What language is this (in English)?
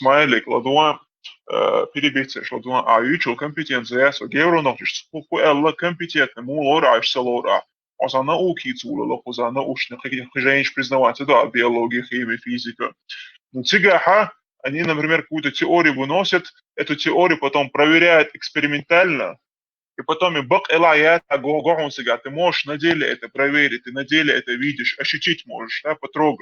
Chechen